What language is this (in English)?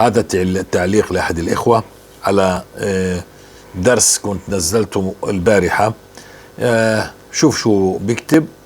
North Levantine Arabic